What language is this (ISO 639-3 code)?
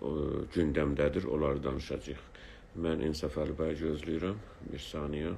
azb